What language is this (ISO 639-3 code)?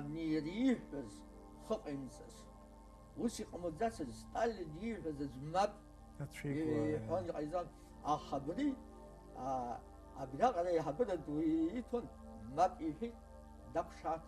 abk